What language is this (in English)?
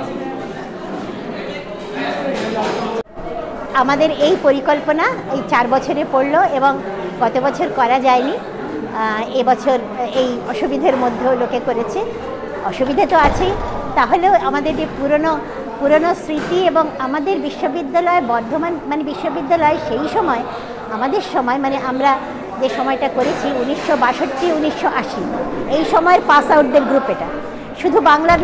Bangla